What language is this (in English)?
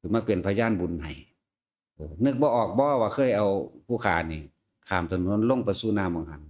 Northeastern Thai